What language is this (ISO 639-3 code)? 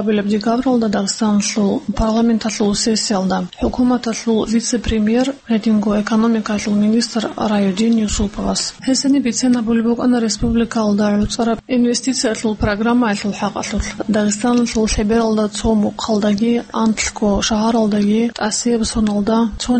ava